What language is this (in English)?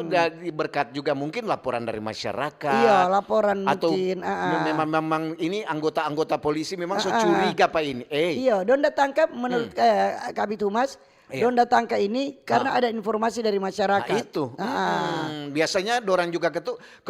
Manado Malay